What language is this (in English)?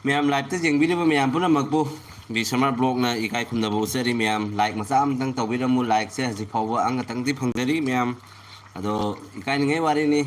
Manipuri